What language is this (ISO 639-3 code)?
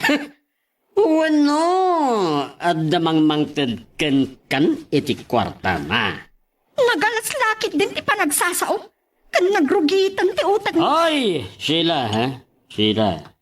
ilo